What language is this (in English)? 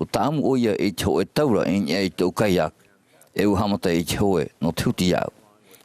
Tahitian